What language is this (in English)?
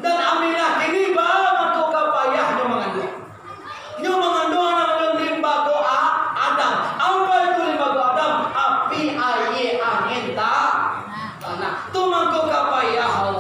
Minangkabau